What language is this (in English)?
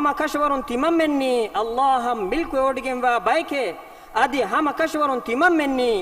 Divehi